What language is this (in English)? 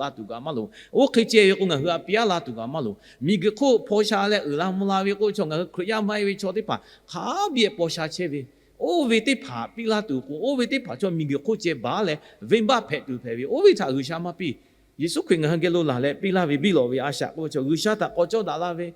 Lahu